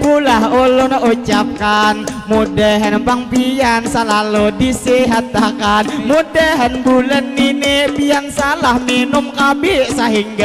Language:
Banjar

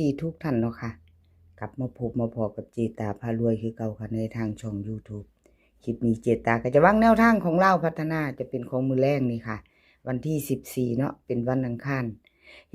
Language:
Lao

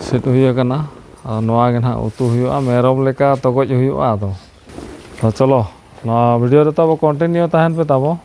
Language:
Santali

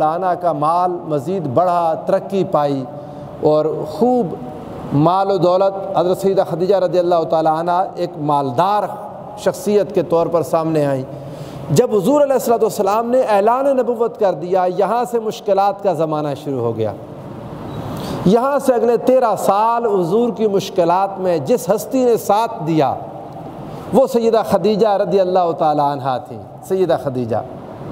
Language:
Urdu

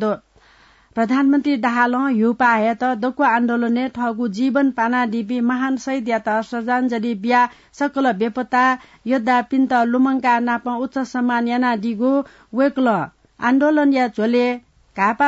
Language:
Newari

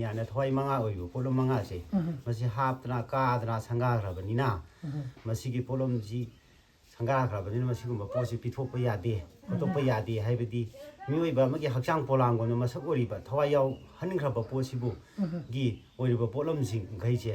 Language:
Manipuri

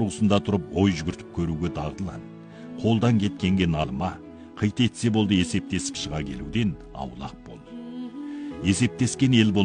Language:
Kazakh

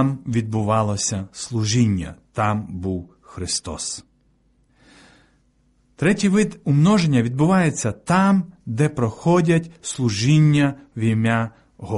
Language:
Ukrainian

